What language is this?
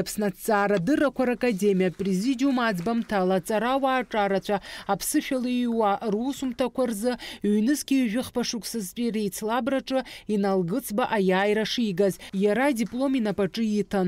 Abkhazian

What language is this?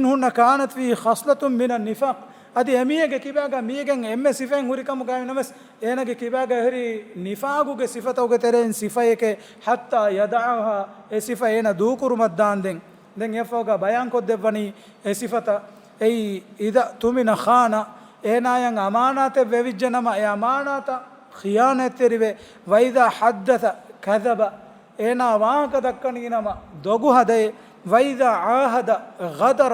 Divehi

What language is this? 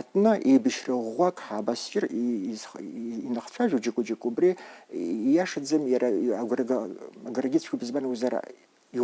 Abkhazian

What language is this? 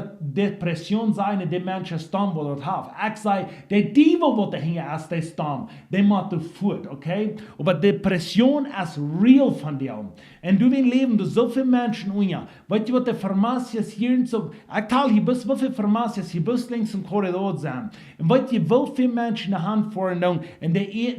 Plautdietsch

